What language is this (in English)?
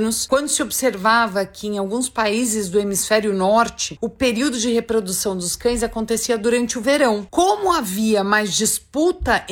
Portuguese